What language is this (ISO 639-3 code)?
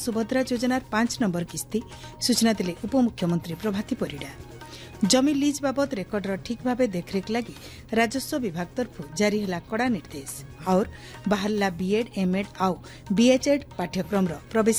ori